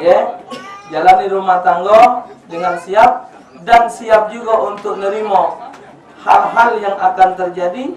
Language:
Musi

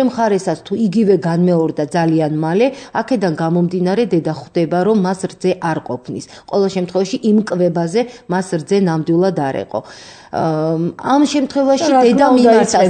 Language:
Georgian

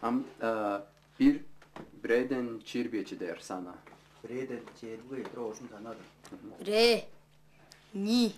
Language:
Tuvinian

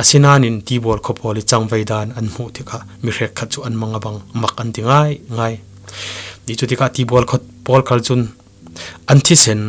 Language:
Falam Chin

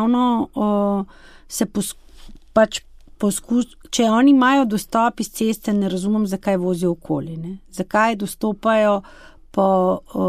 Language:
Slovenian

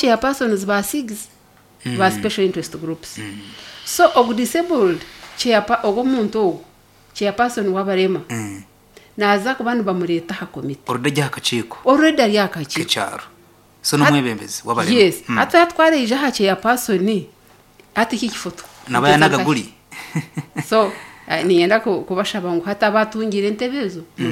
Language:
Nyankole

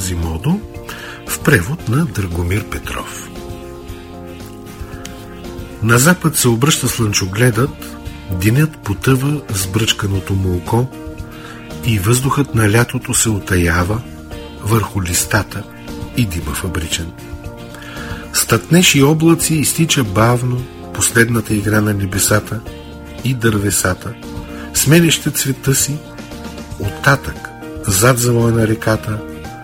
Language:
Bulgarian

